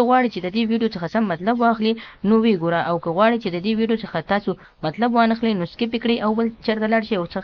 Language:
Pashto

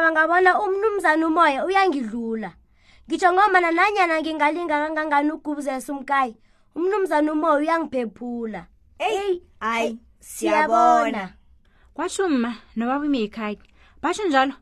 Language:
South Ndebele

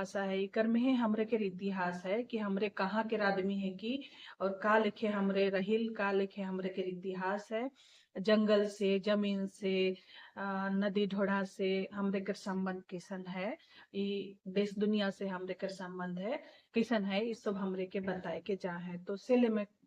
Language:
Sadri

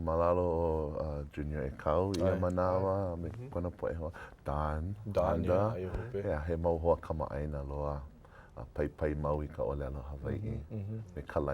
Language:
Hawaiian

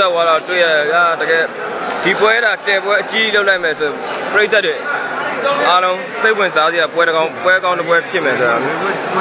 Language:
Burmese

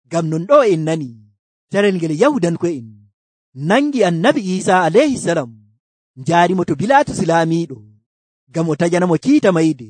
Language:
Nigerian Fulfulde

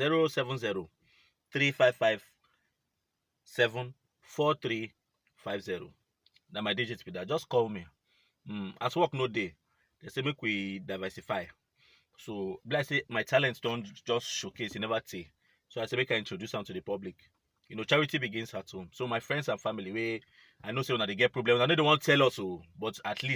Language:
Nigerian Pidgin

